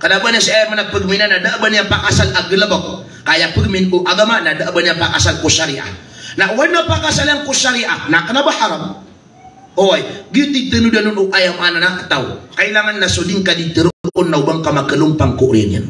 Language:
Maranao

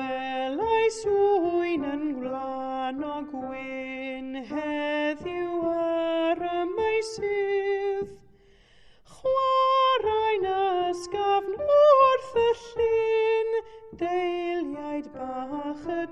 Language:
Welsh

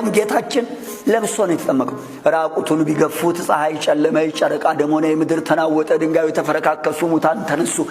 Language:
Amharic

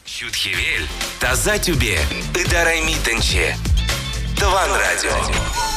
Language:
Chuvash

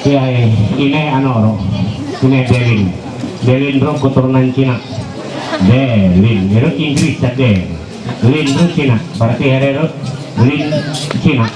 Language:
Ma'anyan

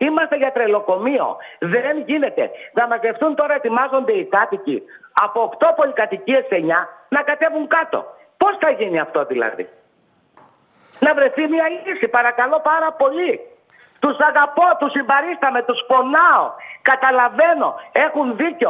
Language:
Greek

